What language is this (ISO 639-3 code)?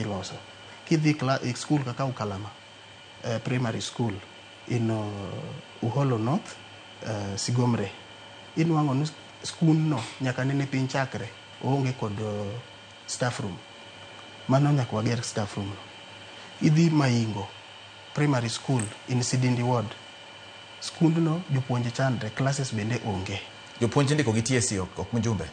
luo